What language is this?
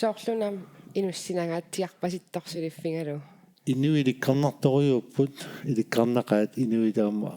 Kalaallisut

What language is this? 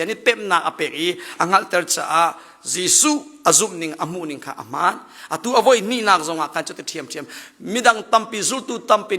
Hakha Chin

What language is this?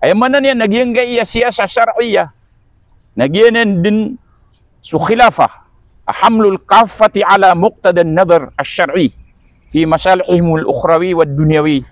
Maranao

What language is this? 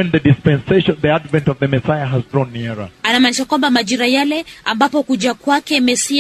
Swahili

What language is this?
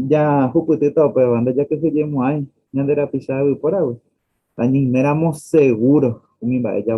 Guarani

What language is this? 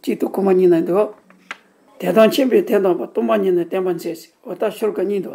Tibetan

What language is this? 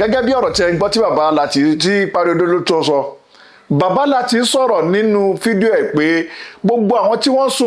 Yoruba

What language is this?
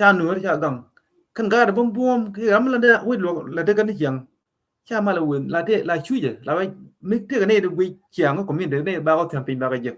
Nuer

